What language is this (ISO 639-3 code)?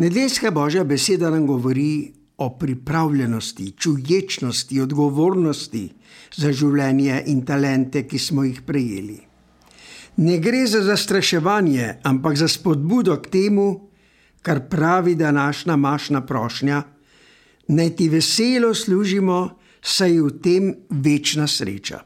slv